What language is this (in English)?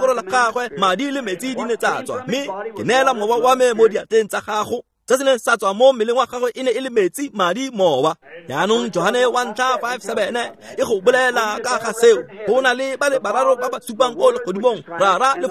Tswana